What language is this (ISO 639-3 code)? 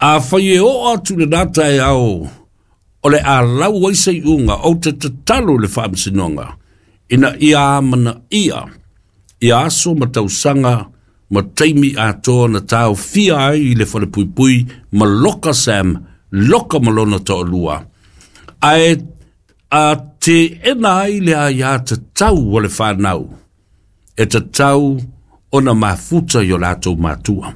smo